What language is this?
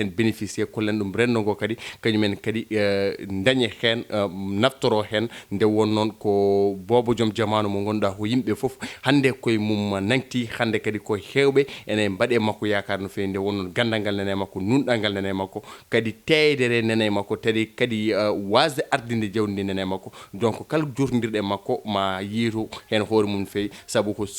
Fula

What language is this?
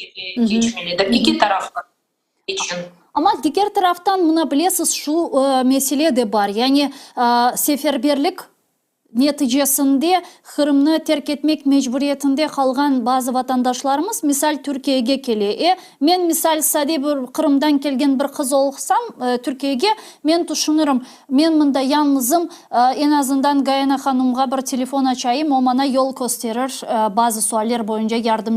Crimean Tatar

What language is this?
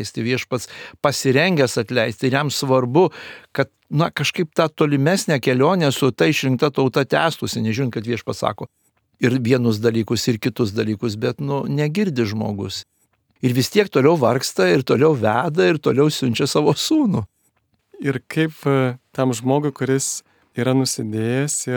Lithuanian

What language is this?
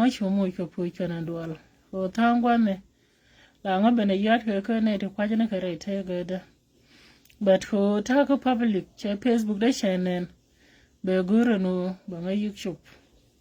Nuer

